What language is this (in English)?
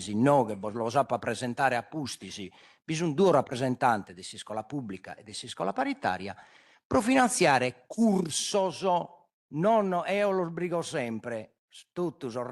Sardinian